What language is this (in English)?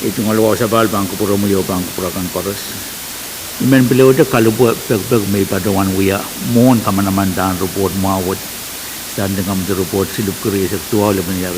Pohnpeian